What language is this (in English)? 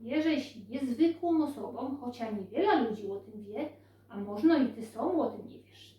Silesian